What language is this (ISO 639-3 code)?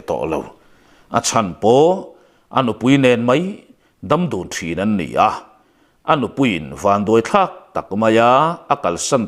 lus